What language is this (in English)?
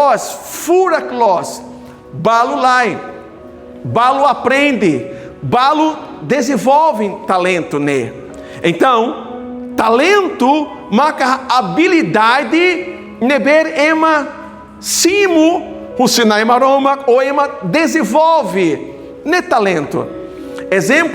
Tetum